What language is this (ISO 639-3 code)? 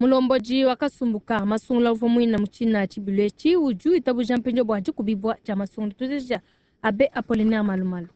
lua